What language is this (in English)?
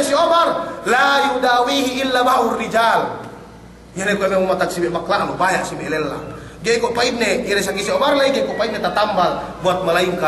Yakan